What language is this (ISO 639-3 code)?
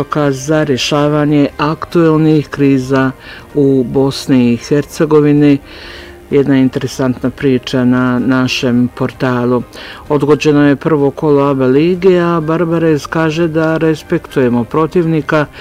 bos